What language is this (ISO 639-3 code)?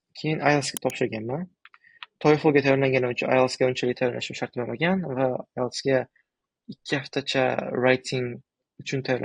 uzb